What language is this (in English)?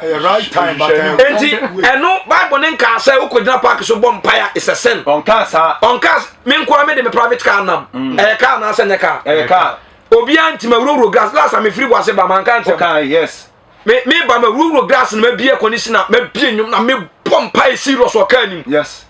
Akan